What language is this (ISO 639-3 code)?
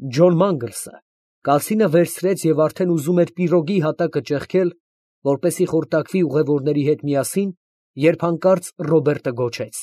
hye